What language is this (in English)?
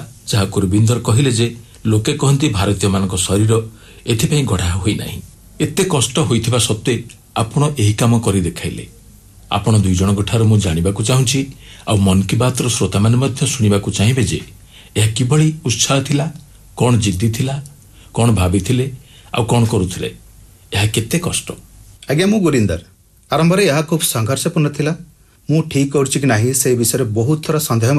Odia